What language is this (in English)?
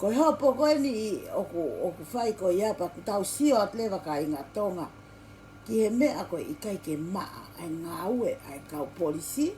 Tongan